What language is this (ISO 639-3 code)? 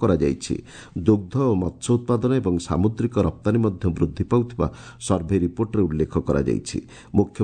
ori